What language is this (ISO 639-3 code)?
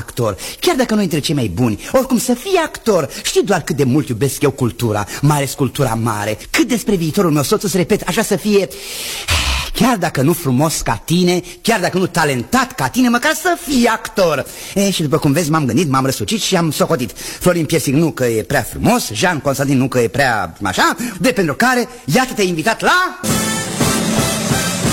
ron